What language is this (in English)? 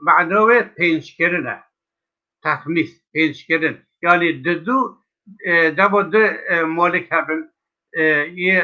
Kurdish